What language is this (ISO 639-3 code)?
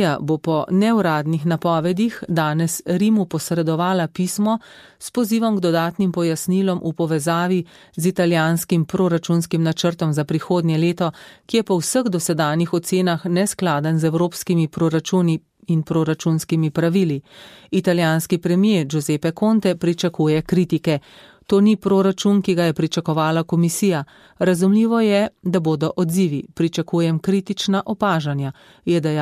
slv